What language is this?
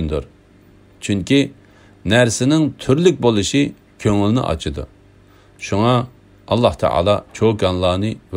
Uyghur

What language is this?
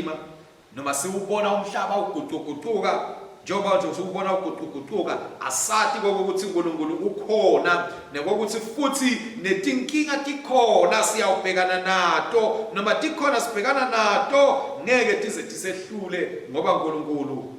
Swati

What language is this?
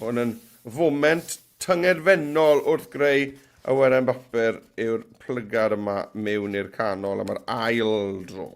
Welsh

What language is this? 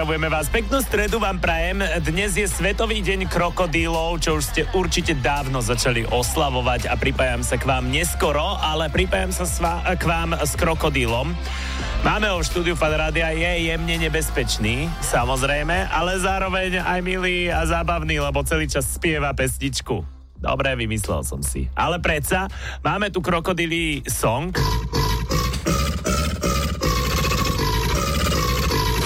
Slovak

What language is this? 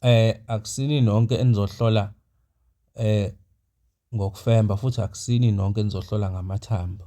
Zulu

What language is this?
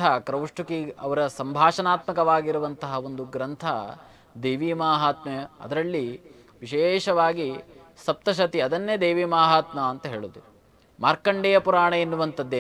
Kannada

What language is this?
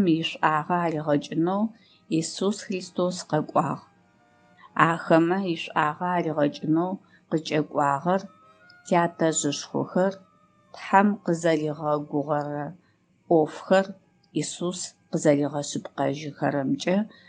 Adyghe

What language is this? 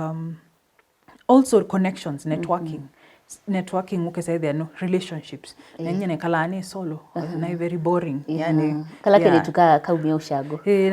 Kamba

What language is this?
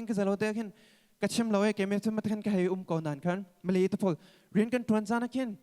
Hakha Chin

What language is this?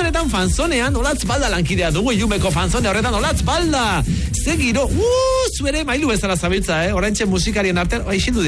Basque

